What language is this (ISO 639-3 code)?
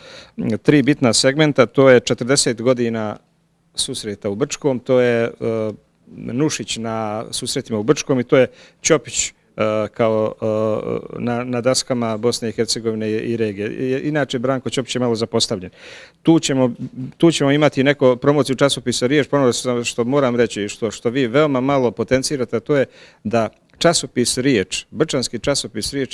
bos